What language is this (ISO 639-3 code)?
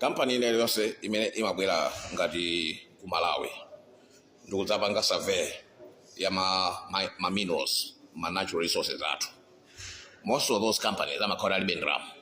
nya